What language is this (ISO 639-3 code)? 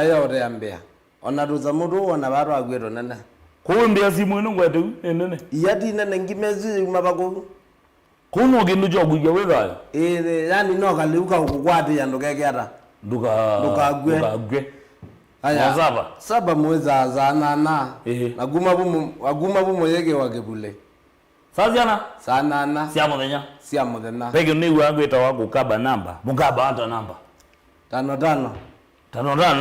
kam